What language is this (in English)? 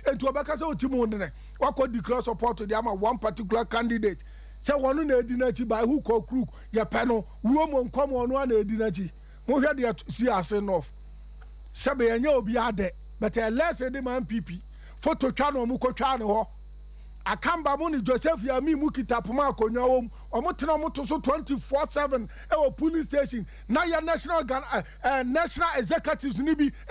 Akan